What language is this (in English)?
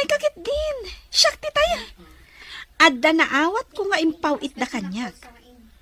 Iloko